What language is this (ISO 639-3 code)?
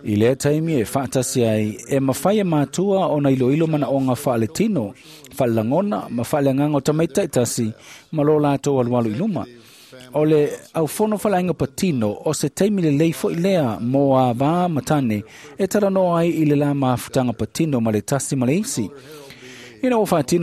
smo